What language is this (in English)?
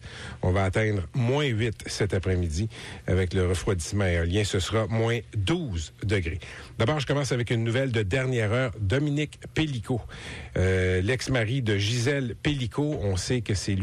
French